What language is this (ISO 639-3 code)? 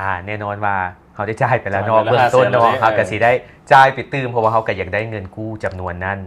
lao